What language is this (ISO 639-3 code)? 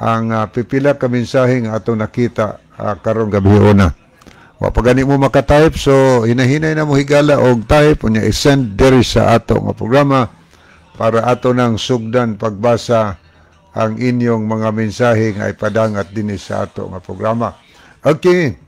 ceb